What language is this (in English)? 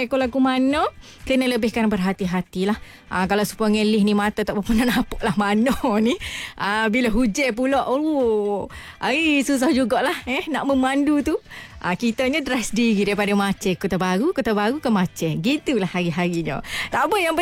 Malay